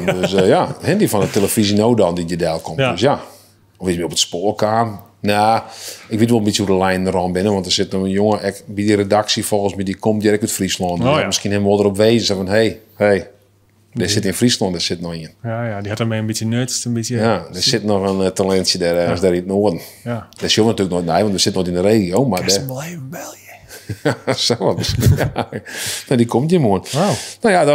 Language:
Western Frisian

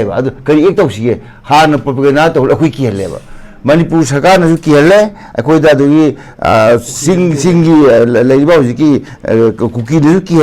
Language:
Manipuri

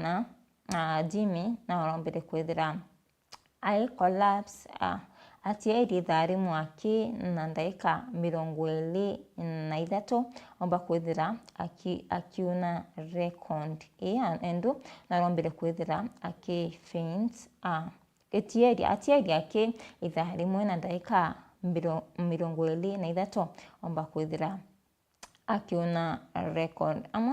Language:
Meru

